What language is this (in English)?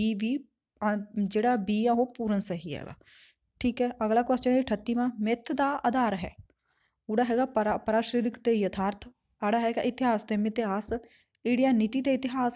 Punjabi